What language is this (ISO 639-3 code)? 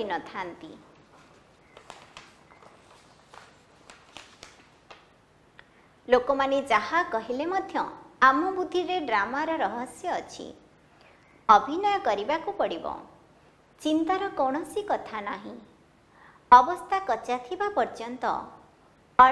ori